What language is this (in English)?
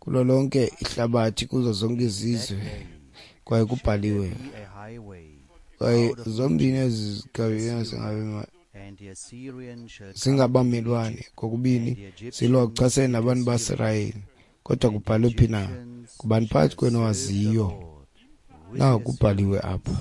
Xhosa